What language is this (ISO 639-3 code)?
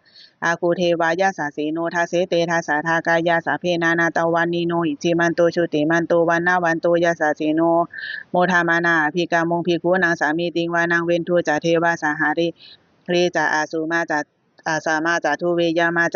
pli